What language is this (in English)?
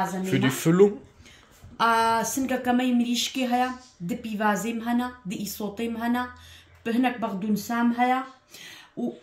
Kurdish